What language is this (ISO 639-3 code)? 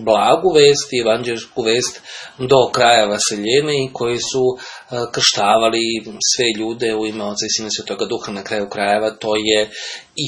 srp